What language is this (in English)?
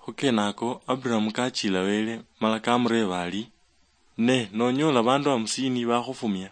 Luyia